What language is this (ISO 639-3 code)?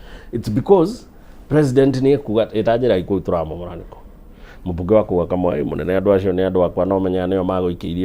kik